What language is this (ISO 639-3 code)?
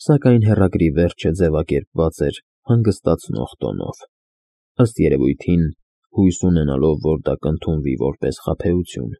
hye